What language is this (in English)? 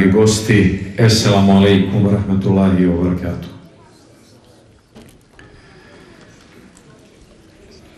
Bosnian